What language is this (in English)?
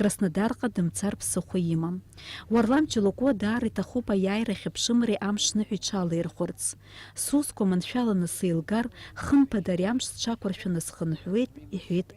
Abkhazian